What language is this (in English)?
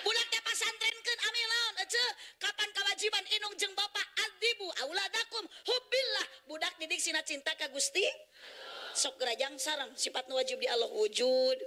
Sundanese